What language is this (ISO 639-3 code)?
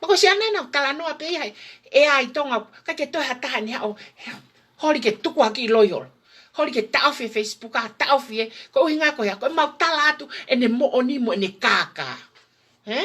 ton